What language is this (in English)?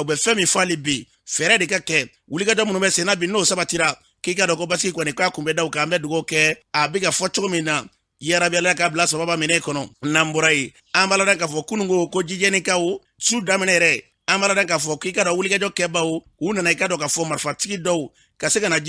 Bambara